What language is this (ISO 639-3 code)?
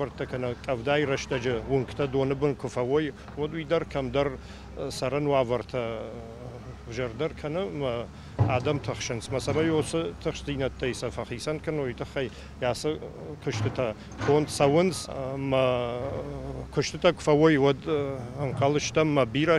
oss